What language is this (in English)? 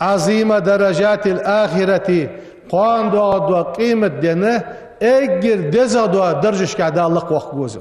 Ingush